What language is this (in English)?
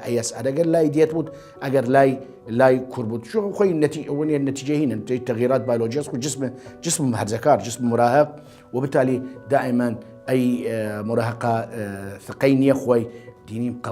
Southern Kurdish